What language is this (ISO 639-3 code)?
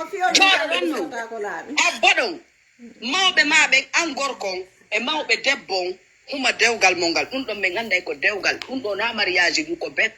ful